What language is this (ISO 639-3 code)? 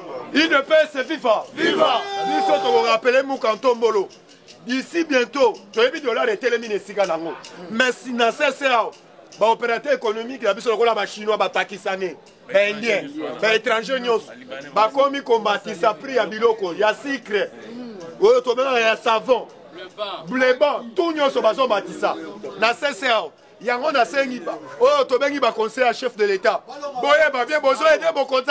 lin